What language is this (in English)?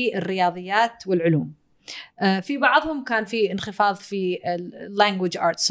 Gulf Arabic